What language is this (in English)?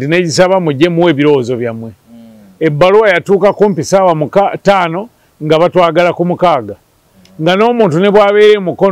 Ganda